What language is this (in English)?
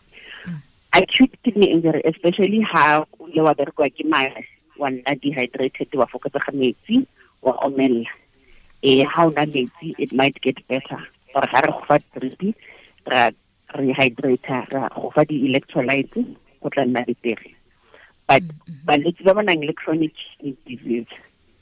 Tswana